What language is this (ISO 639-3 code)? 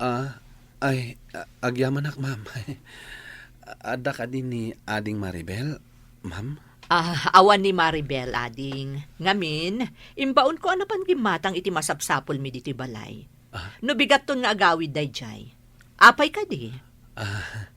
ilo